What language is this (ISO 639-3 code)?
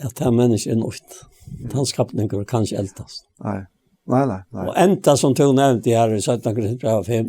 fao